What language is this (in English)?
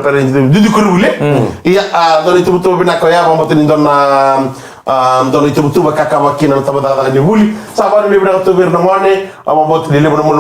Fijian